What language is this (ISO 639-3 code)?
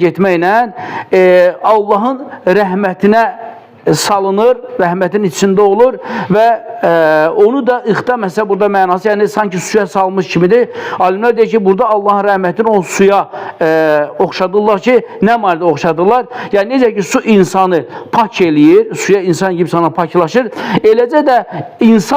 aze